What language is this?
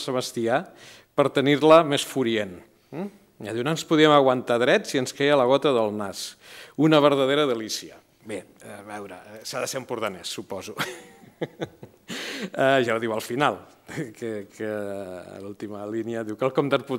Catalan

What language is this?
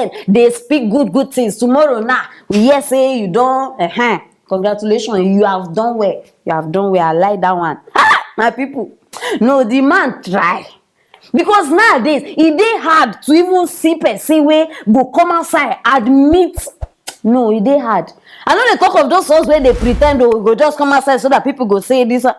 Nigerian Pidgin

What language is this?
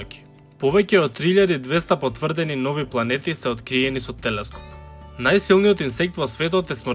Macedonian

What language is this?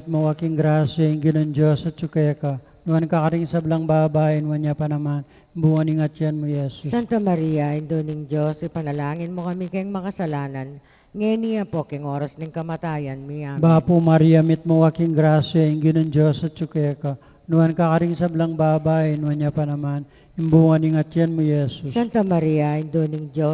Pampanga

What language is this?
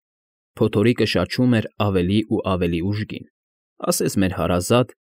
Armenian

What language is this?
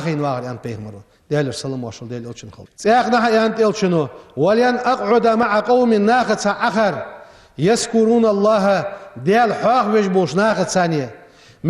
Ingush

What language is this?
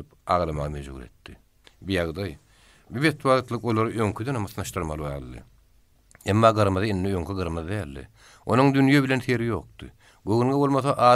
Turkmen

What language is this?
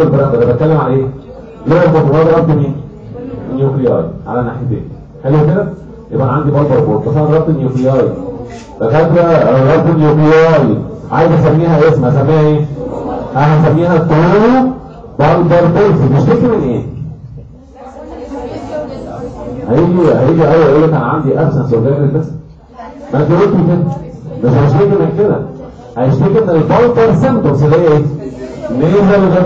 Egyptian Arabic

